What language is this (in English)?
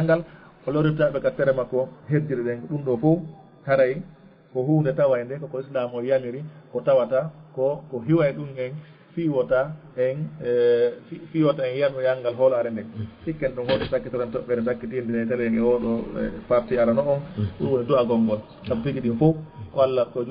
Fula